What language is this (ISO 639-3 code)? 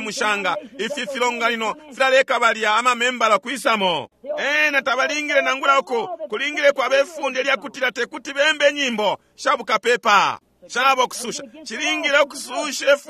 bem